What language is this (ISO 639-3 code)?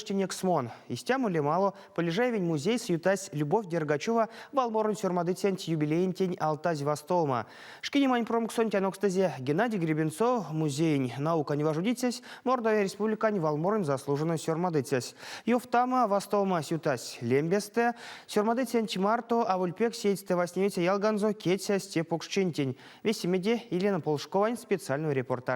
myv